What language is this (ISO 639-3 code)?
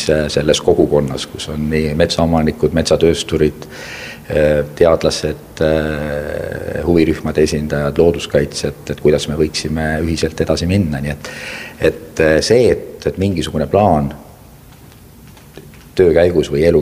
est